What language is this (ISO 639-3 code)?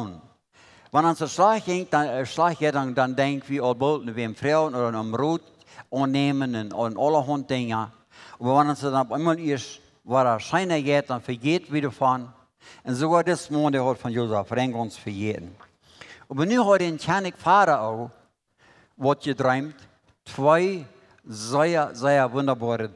pdt